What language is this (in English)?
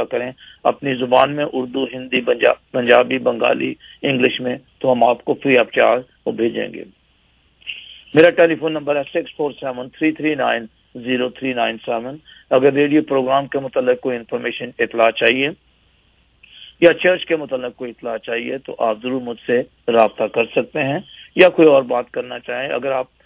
Urdu